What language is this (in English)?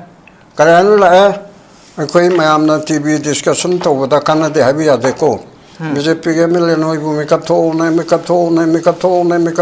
Manipuri